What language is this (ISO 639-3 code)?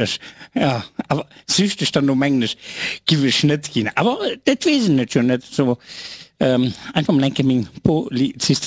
ltz